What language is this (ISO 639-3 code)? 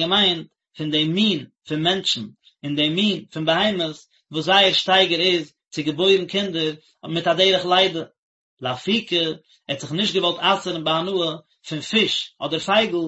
yid